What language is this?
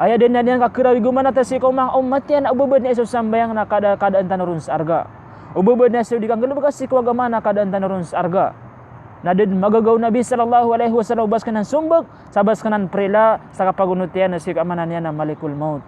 Maranao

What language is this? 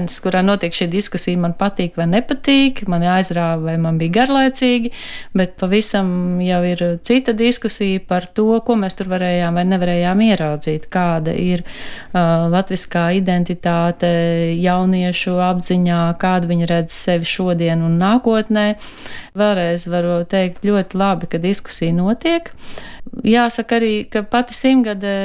Latvian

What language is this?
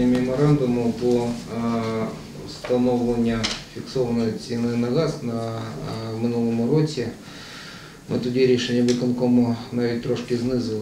Ukrainian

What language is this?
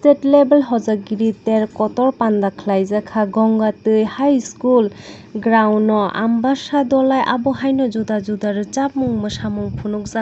Kok Borok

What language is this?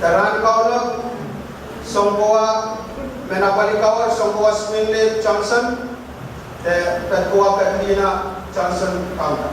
Pohnpeian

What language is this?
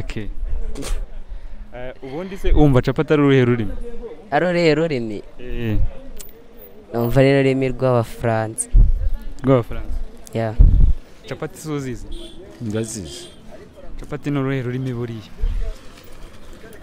Kinyarwanda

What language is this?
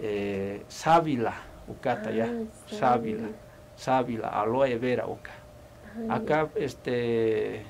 Aymara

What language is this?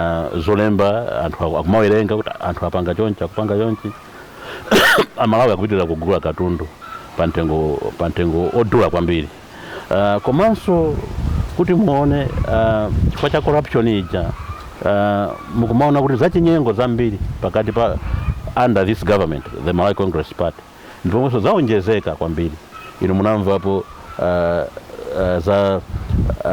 Nyanja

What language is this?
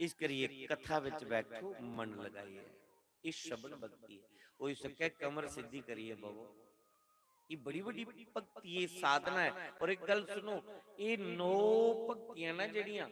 Dogri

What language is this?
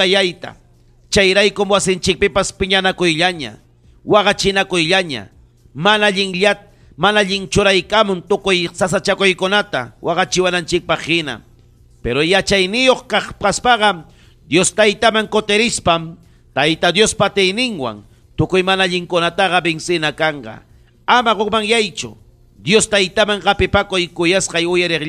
Ayacucho Quechua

